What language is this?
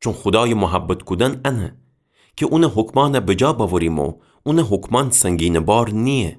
Gilaki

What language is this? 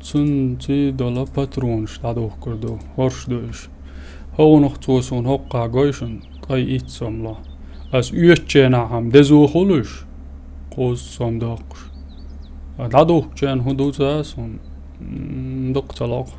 Chechen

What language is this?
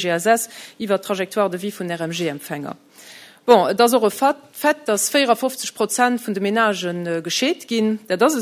Luxembourgish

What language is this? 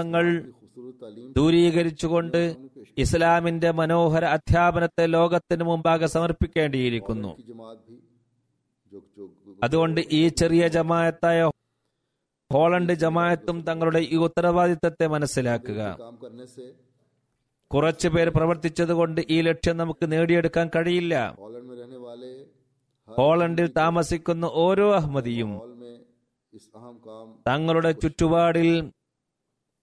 Malayalam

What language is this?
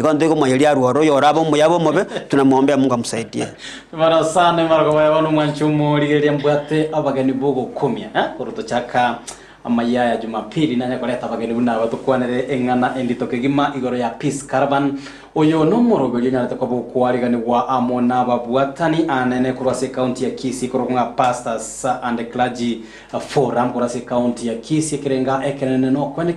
Gusii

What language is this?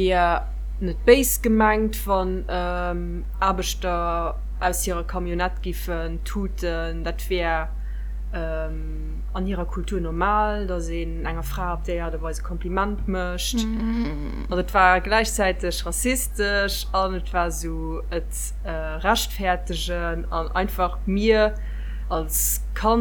Luxembourgish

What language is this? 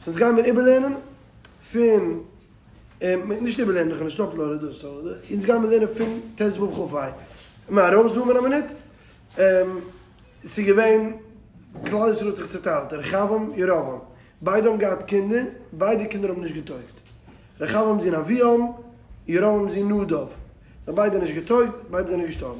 Yiddish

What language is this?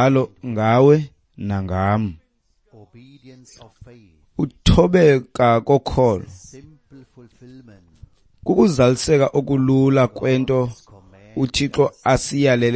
Xhosa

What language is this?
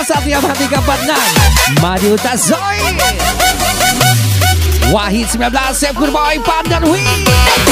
Indonesian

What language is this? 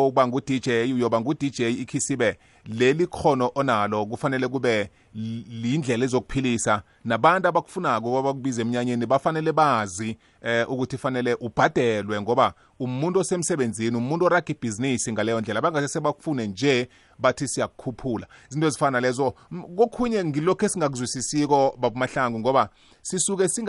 South Ndebele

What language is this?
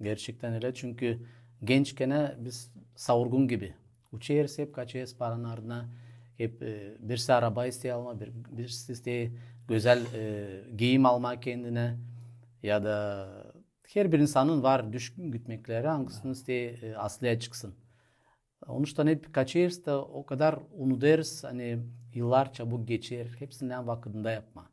Gagauz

